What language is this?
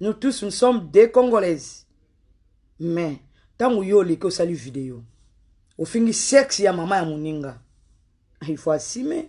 Lingala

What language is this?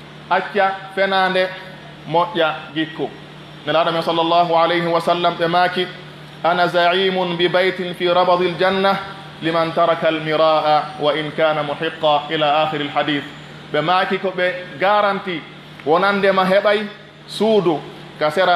Pular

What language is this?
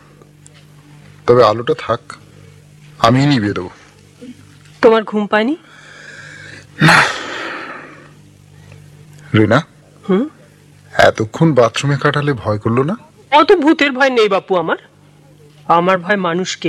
Bangla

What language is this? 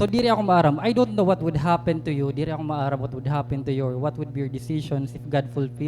Waray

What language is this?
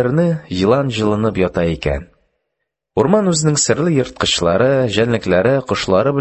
Tatar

